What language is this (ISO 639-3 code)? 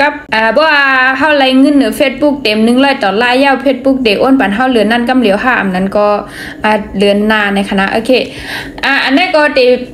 shn